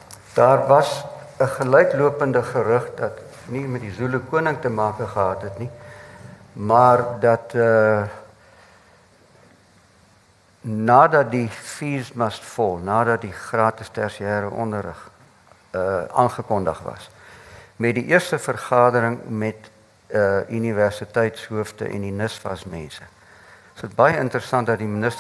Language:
Afrikaans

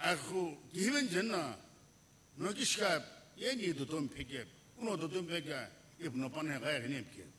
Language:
Sumi Naga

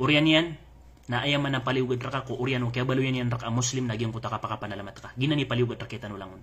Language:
Maranao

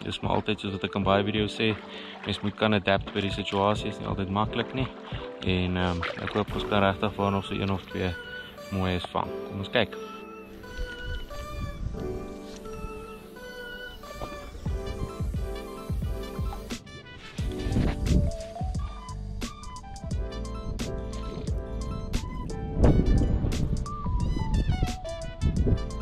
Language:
Afrikaans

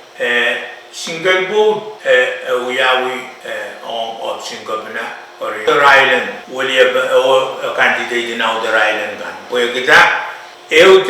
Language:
Pohnpeian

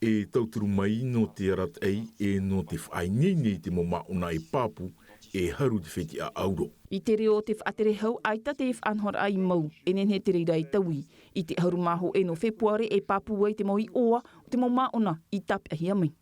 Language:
Tahitian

